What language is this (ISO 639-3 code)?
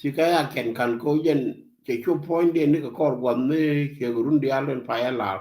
nus